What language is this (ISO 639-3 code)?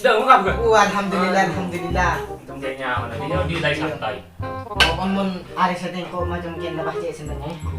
mad